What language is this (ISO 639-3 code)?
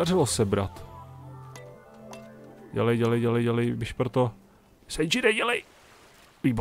ces